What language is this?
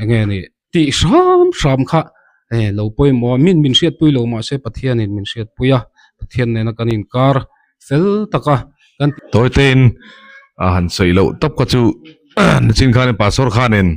Mizo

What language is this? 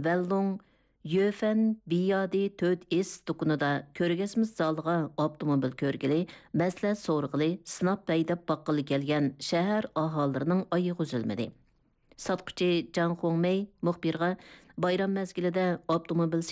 Uyghur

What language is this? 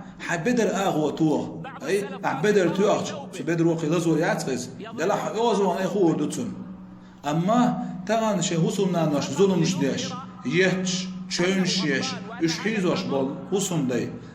Chechen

